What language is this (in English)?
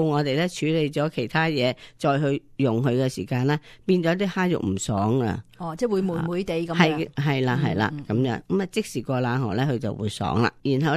Cantonese